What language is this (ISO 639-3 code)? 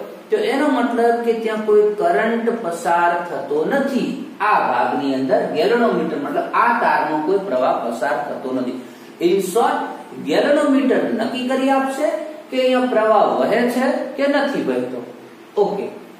guj